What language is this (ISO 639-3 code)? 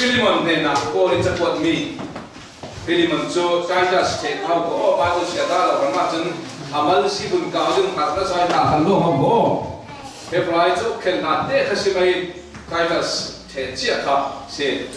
cfm